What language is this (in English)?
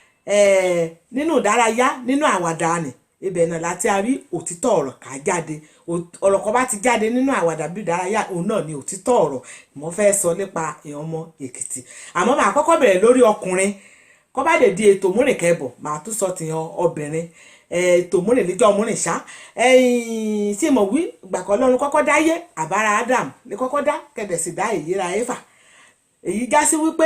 Yoruba